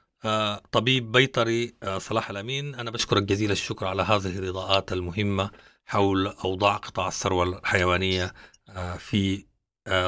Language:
Sudanese Arabic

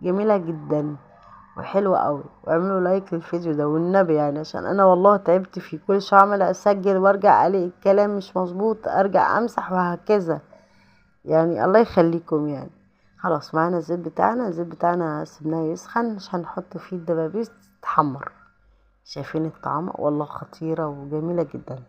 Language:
Egyptian Arabic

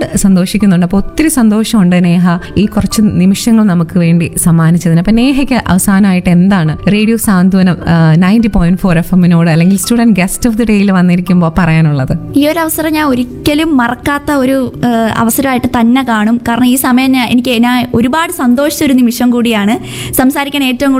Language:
Malayalam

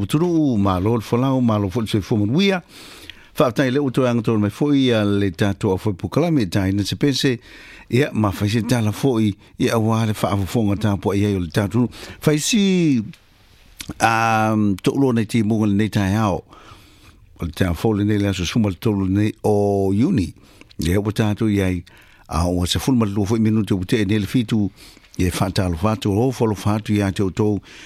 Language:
Samoan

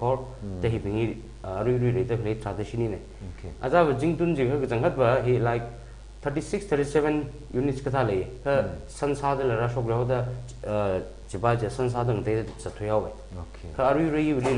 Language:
Tangkhul Naga (India)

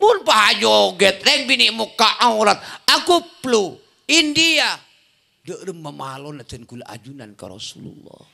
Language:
Madurese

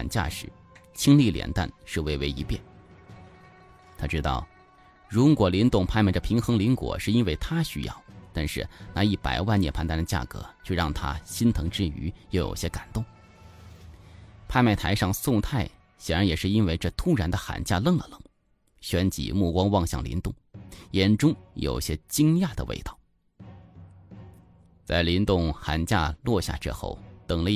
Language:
Chinese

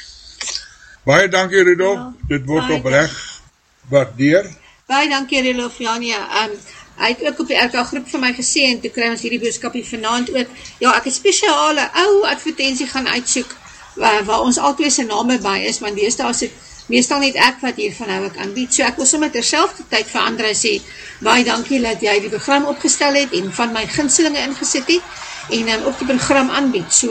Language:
Afrikaans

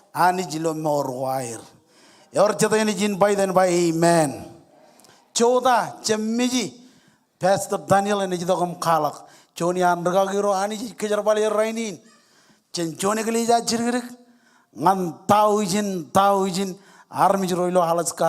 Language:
Marshallese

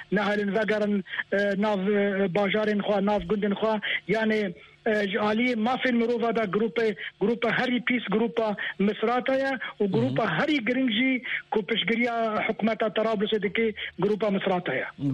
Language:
Kurdish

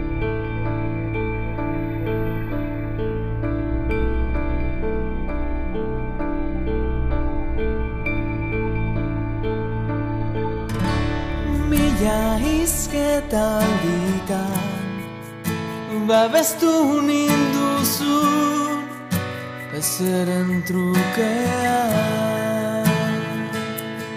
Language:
Basque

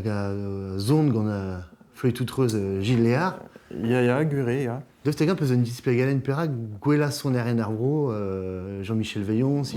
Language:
Breton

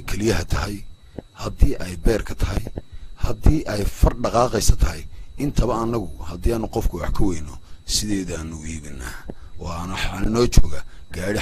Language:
Somali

